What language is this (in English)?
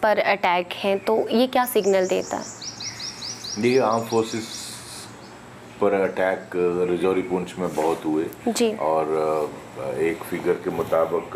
Hindi